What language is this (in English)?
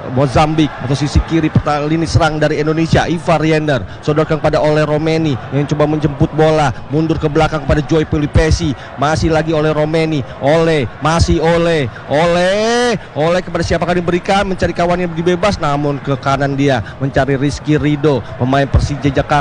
Indonesian